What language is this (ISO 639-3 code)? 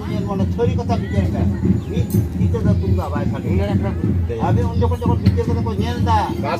sat